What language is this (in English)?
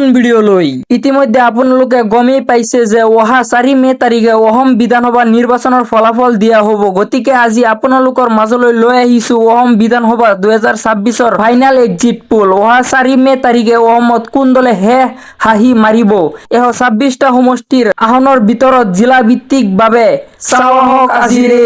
Assamese